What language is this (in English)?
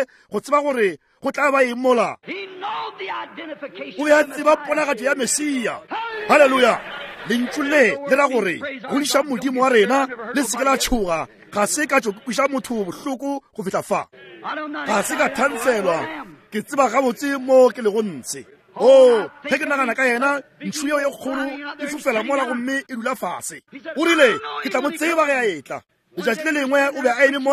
Northern Sotho